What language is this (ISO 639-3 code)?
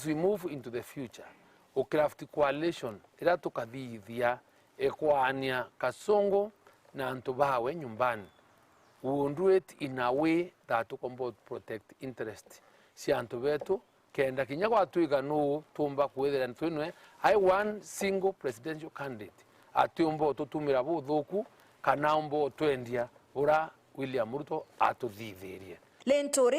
mer